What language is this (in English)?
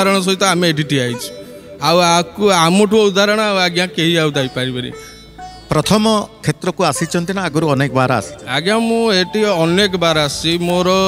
Odia